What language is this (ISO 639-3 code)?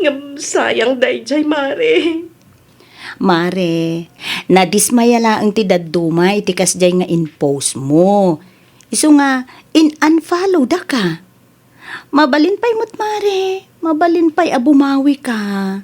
ilo